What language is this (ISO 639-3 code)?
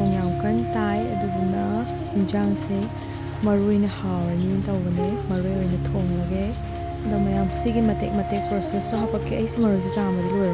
mni